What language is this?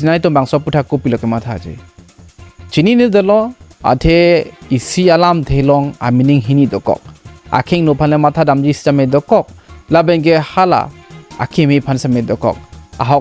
Karbi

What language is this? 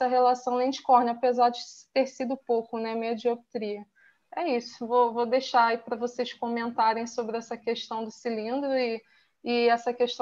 Portuguese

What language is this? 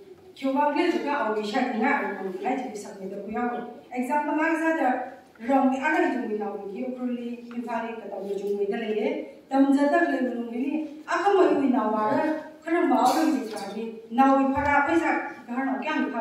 Tangkhul Naga (India)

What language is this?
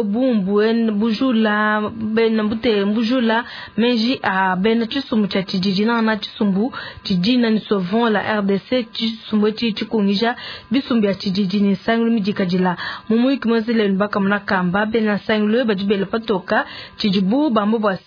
Luba-Lulua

